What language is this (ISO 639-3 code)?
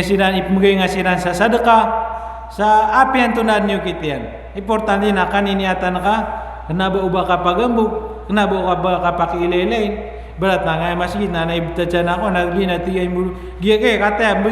mrw